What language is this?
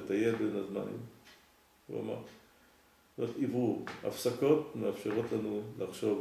Hebrew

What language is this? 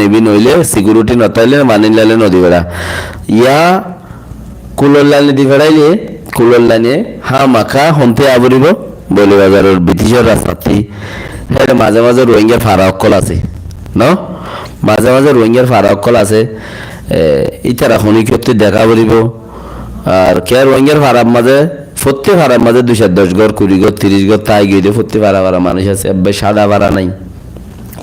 Rohingya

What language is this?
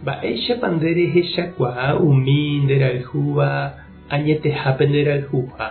Guarani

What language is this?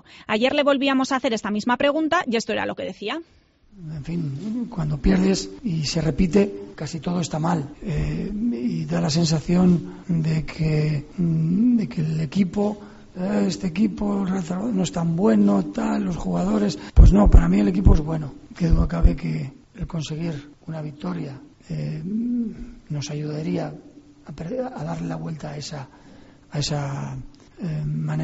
Spanish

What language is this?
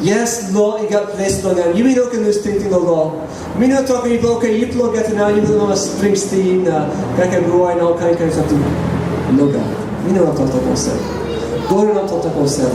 Tok Pisin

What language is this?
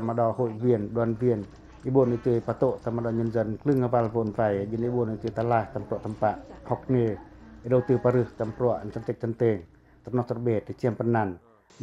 Pacoh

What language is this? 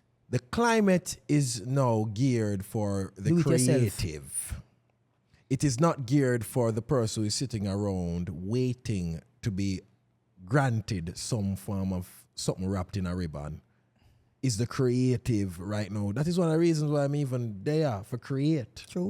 Jamaican Creole English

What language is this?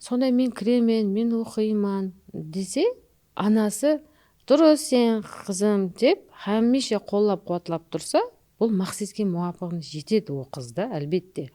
Kara-Kalpak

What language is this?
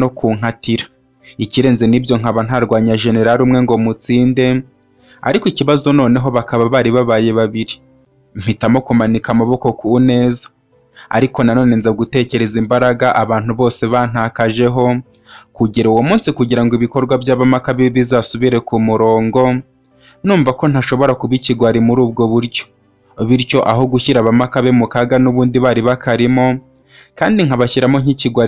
Kinyarwanda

